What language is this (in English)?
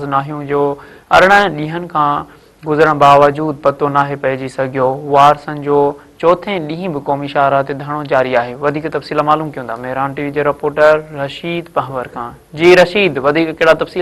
Sindhi